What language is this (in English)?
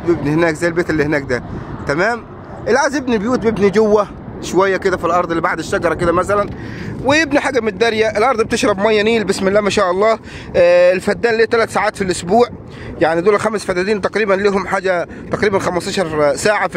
Egyptian Arabic